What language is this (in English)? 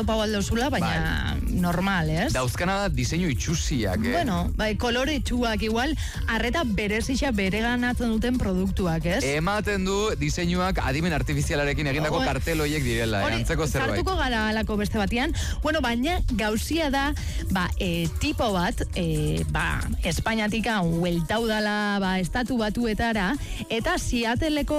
Basque